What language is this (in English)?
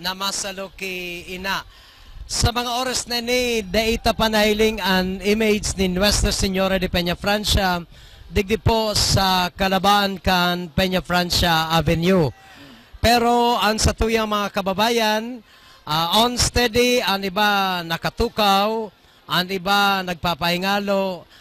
Bikol